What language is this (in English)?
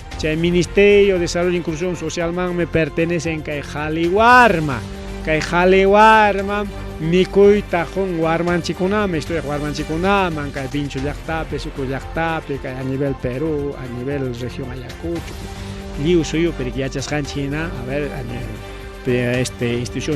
Ayacucho Quechua